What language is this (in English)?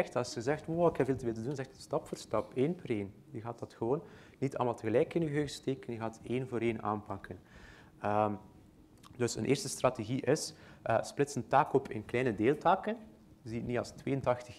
Dutch